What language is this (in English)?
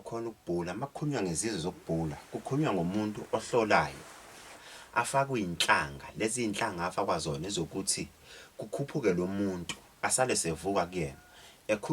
Zulu